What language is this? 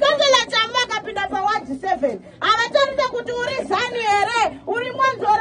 Shona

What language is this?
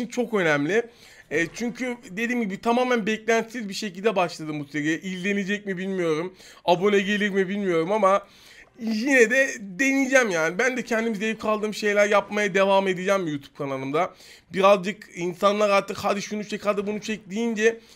Turkish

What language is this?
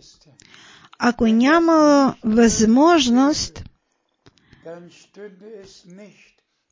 Bulgarian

